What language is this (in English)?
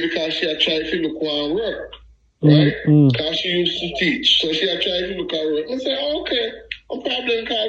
Jamaican Creole English